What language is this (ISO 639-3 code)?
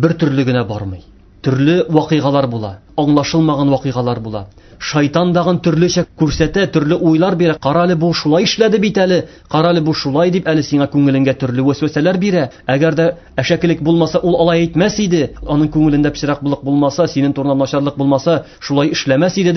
tat